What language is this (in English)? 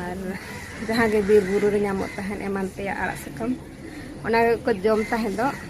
Santali